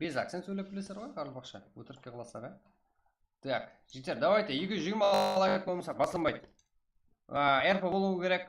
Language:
Kara-Kalpak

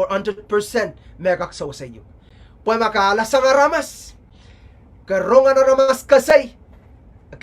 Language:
Pohnpeian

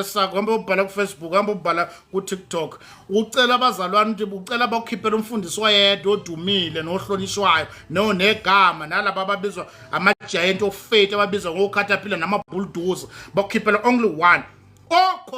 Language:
Zulu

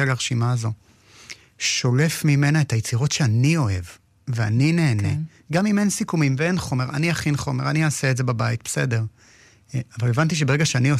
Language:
Hebrew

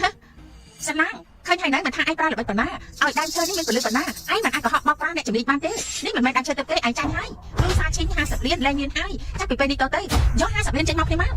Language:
Khmer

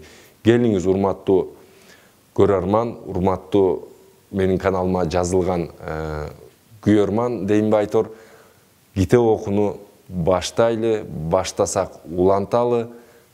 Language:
Kyrgyz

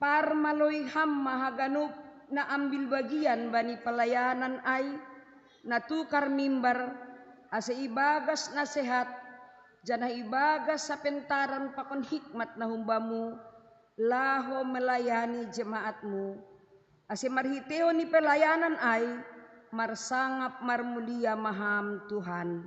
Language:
Batak Simalungun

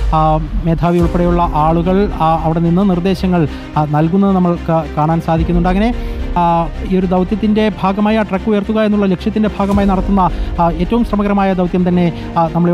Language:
Malayalam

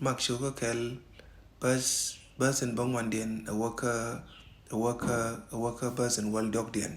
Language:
Nuer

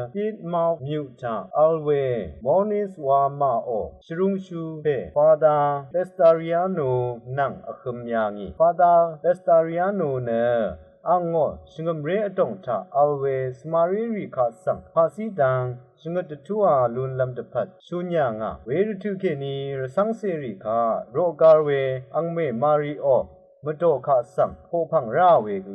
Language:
Rawang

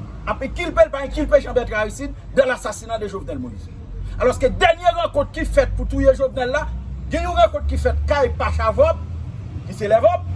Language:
Haitian Creole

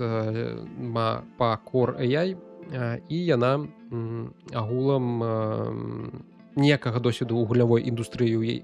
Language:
Belarusian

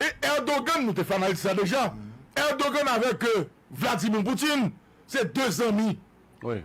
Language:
Haitian Creole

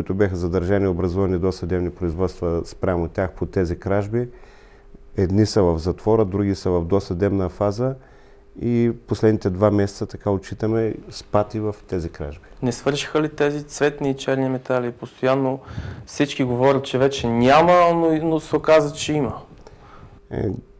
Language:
Bulgarian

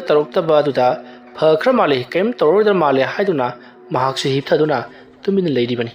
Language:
Manipuri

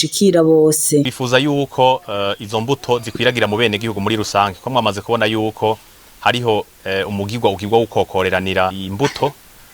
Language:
Rundi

